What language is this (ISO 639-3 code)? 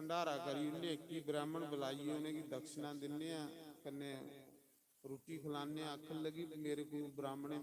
doi